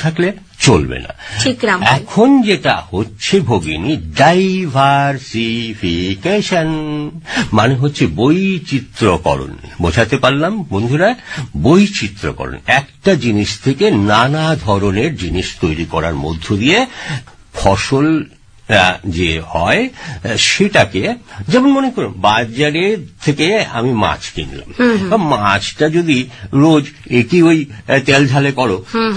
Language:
Bangla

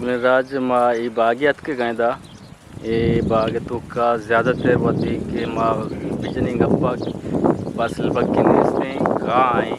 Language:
Eastern Balochi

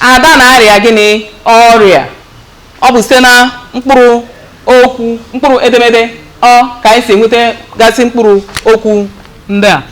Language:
Igbo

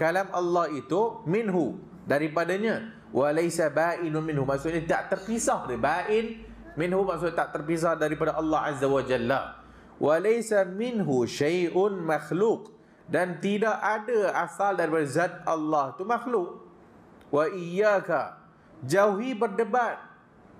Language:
Malay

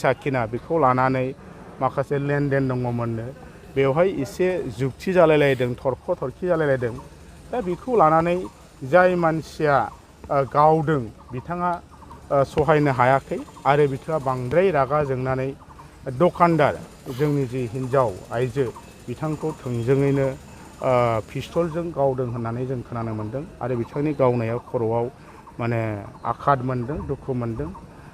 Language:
Bodo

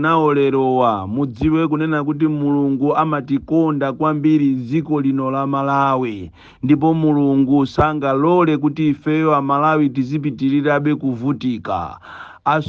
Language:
Nyanja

